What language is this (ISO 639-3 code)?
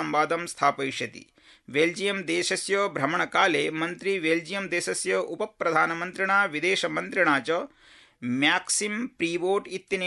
san